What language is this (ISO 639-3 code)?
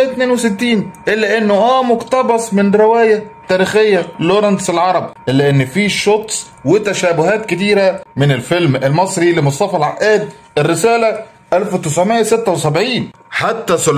arz